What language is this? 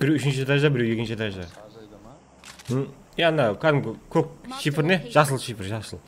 Kara-Kalpak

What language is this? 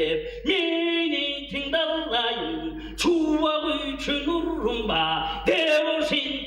Tuvinian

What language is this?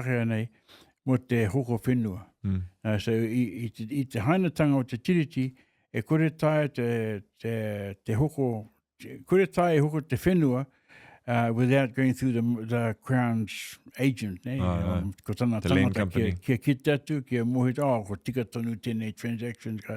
Māori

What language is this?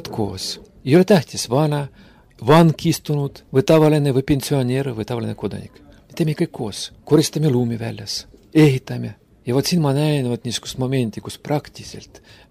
Estonian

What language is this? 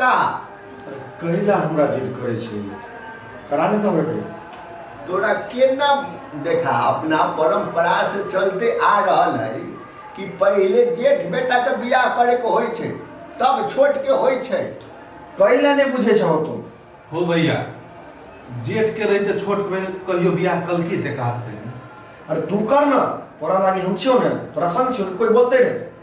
Maithili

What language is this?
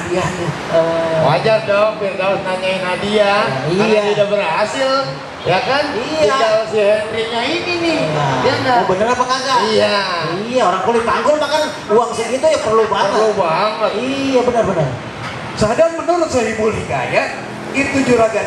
Betawi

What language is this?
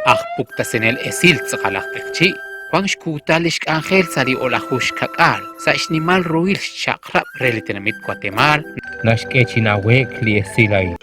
Kekchí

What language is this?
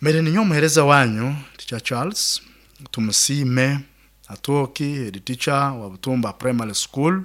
Nyoro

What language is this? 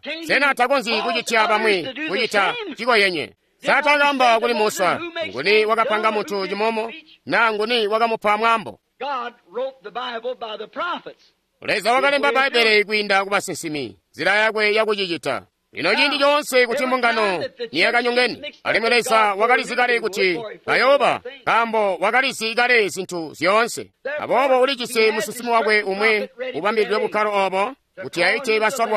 Tonga (Zambia)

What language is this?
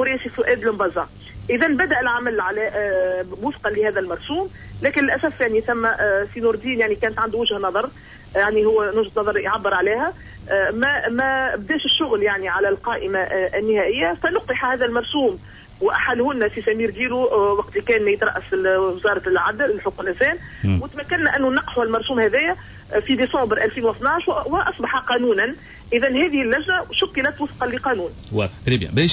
Tunisian Arabic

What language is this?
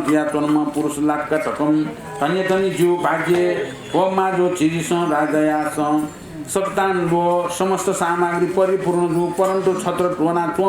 Newari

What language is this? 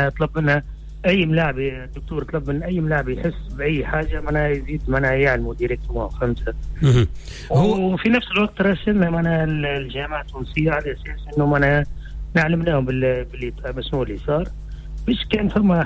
Tunisian Arabic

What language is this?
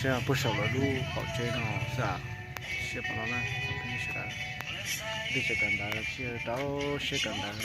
Hmong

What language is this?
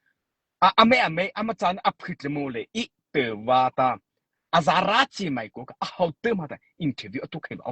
Mara Chin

